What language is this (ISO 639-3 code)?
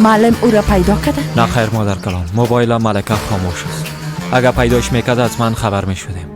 fas